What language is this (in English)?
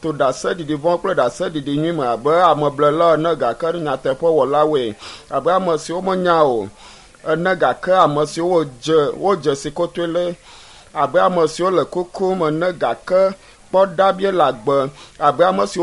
Ewe